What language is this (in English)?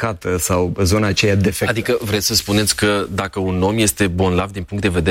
Romanian